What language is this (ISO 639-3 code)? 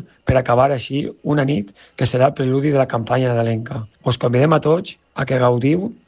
cat